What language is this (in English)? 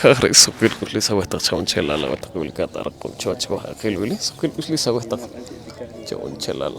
Poqomchi'